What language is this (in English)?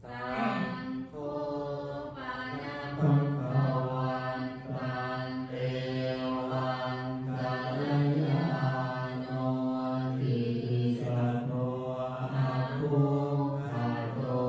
Pali